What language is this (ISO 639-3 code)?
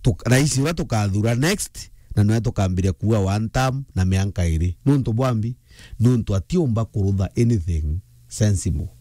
mer